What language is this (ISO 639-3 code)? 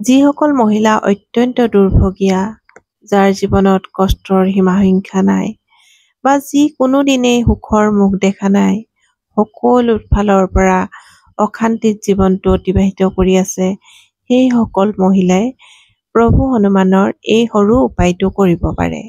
asm